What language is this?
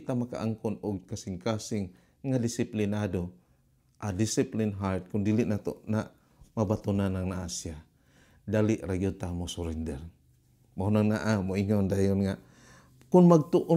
Cebuano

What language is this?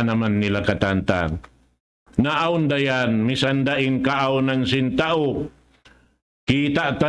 Tausug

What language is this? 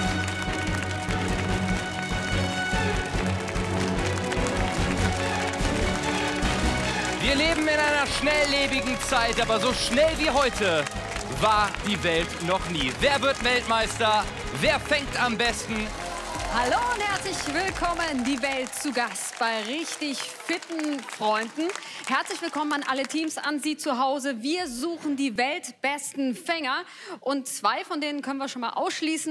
German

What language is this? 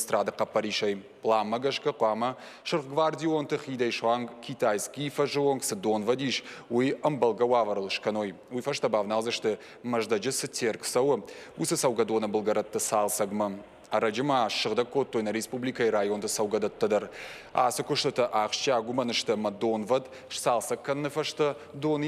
Ossetic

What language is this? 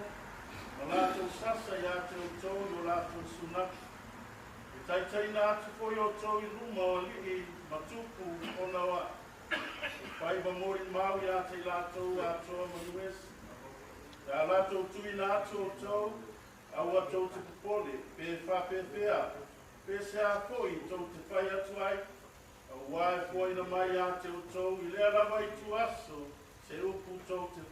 Samoan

